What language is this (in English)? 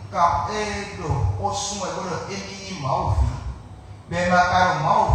Fon